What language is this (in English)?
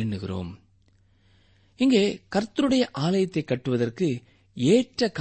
Tamil